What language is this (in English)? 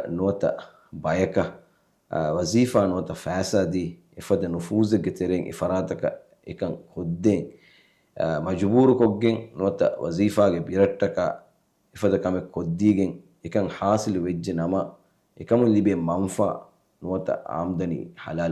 Divehi